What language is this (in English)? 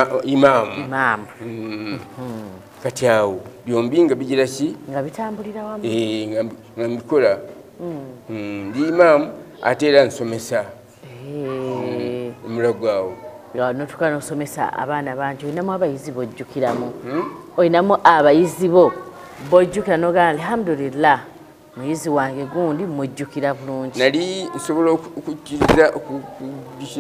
Ganda